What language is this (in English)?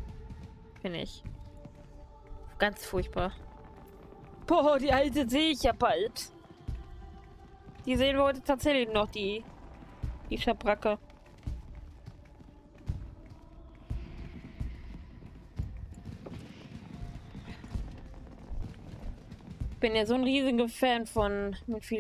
German